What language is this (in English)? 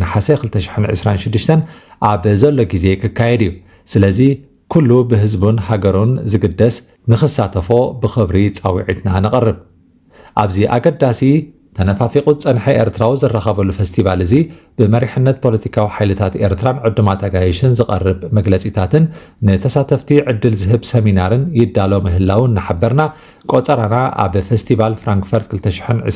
Tigrinya